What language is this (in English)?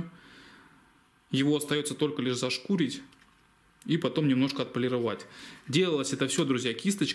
Russian